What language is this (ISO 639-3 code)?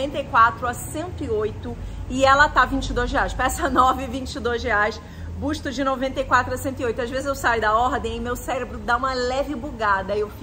por